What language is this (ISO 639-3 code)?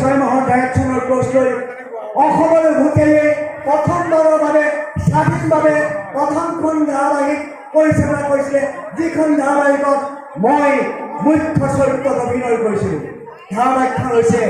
asm